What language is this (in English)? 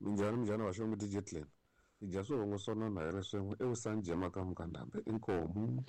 Tsonga